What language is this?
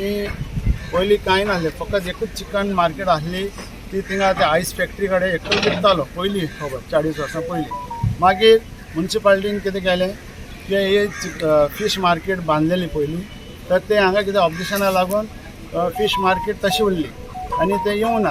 Konkani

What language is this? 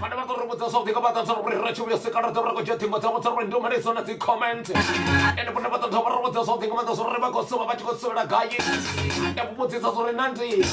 Venda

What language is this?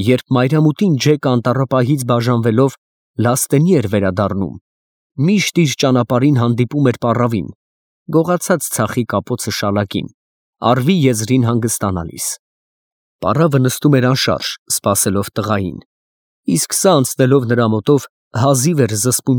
Armenian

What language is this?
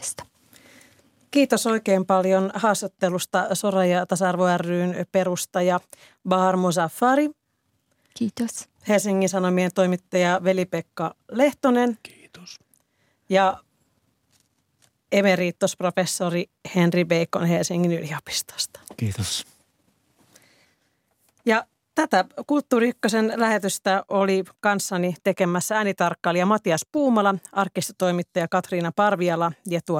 Finnish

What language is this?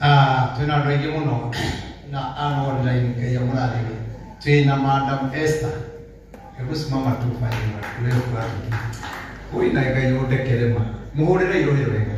Kikuyu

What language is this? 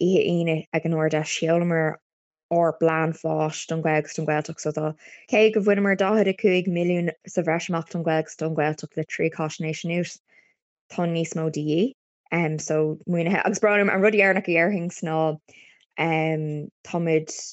Irish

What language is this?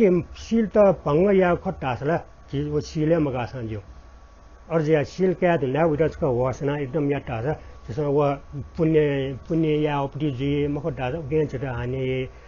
Newari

